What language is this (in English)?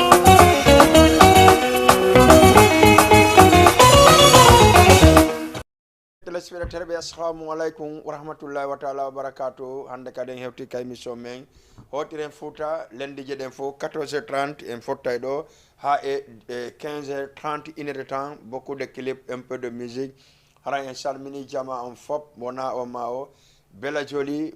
Fula